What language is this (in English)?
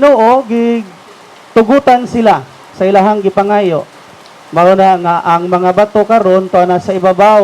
Cebuano